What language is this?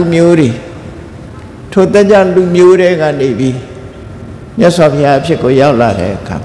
Burmese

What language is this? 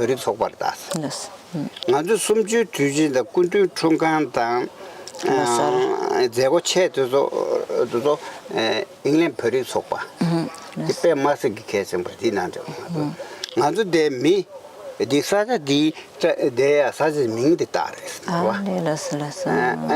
Tibetan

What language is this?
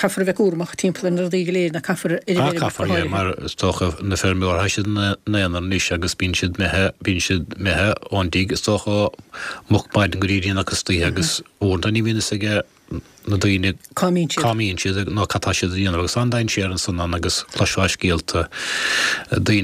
Irish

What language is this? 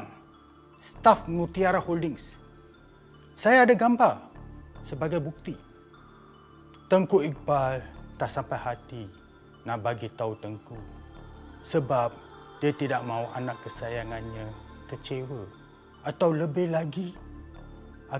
Malay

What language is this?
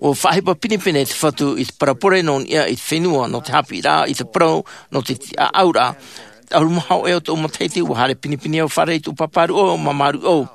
Tahitian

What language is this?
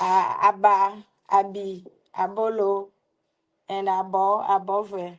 Ewe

